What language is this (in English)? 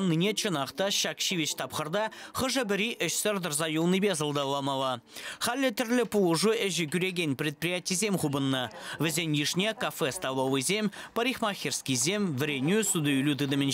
Chuvash